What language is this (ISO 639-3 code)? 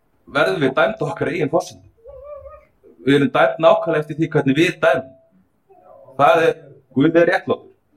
isl